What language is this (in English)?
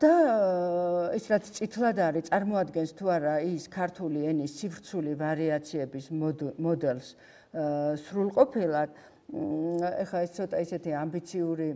Georgian